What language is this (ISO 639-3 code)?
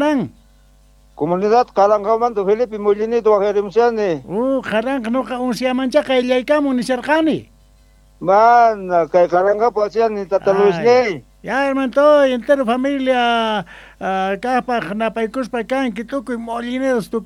que